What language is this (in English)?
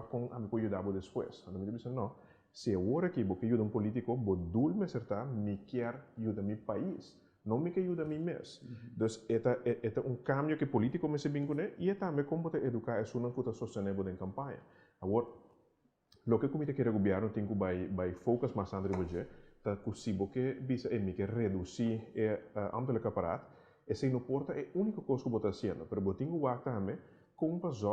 Papiamento